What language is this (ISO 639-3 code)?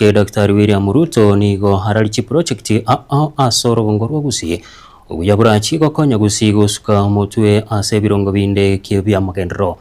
guz